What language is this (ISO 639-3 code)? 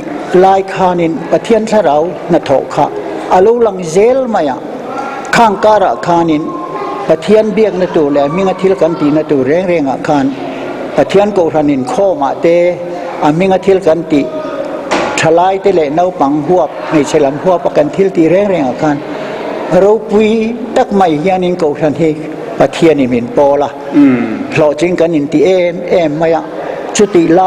lus